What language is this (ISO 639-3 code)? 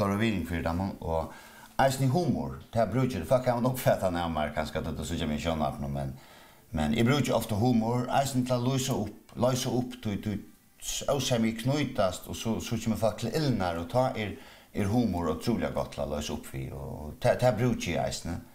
fao